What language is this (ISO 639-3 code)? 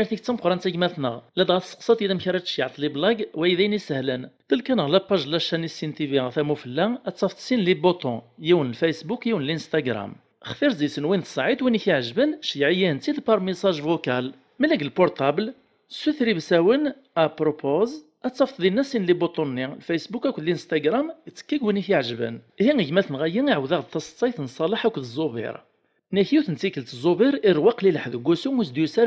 kab